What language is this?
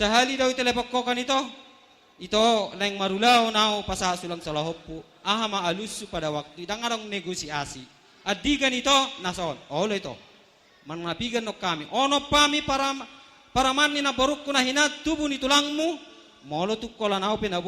Batak Toba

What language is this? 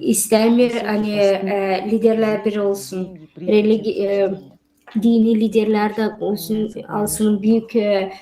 Gagauz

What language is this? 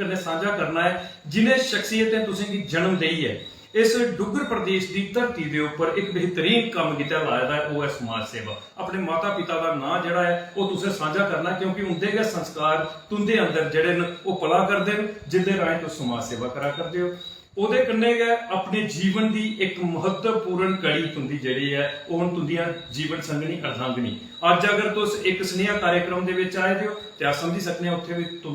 Dogri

